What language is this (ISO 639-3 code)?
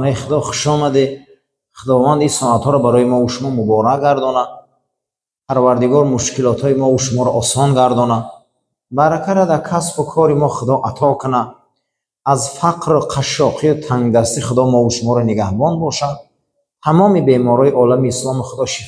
fas